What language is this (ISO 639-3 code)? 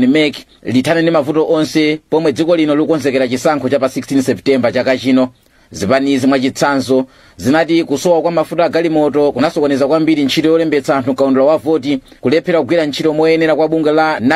nya